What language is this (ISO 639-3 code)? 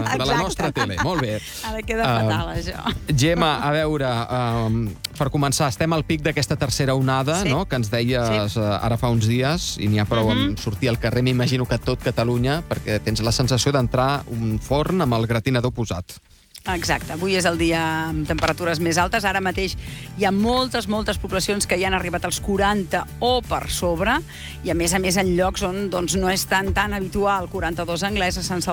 cat